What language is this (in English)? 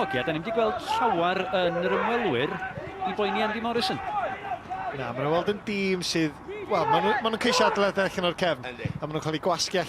Welsh